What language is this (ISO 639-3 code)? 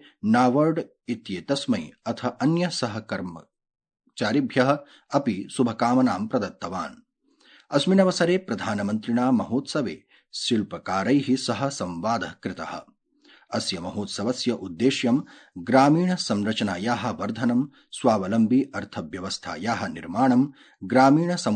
san